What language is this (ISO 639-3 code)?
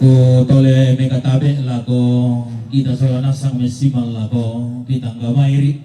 sda